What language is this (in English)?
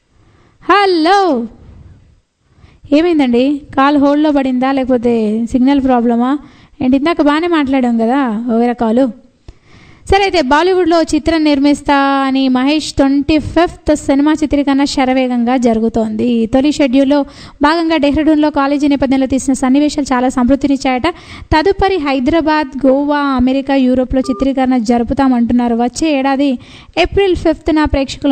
Telugu